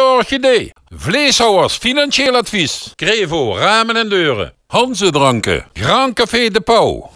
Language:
Limburgish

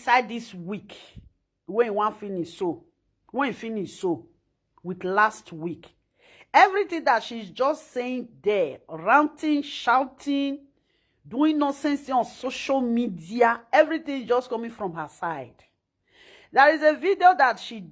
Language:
Nigerian Pidgin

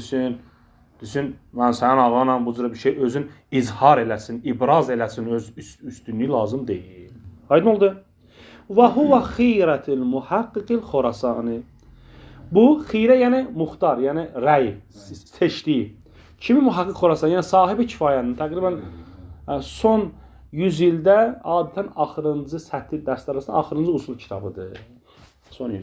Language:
Azerbaijani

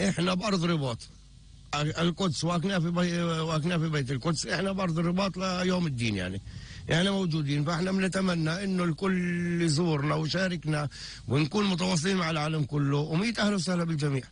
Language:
North Levantine Arabic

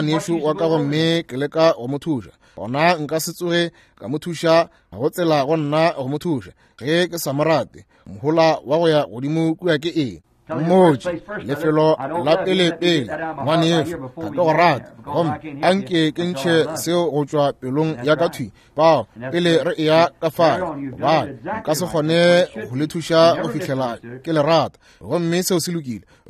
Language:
Northern Sotho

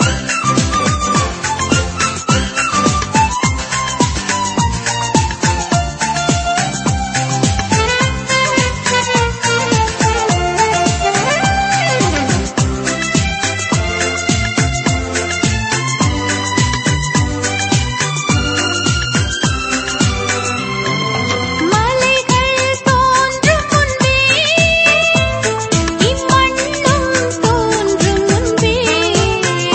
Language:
Tamil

